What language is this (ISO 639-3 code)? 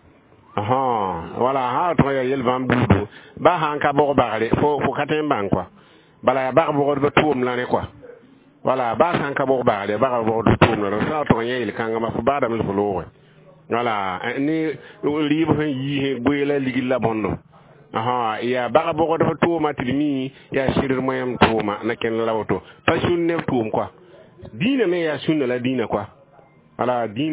mos